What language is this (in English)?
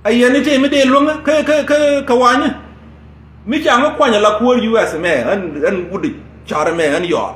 Nuer